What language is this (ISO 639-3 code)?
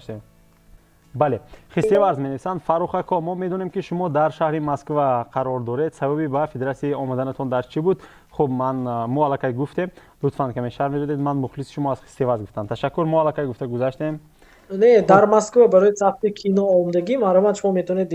tgk